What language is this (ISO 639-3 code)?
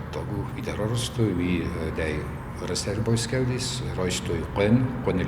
oss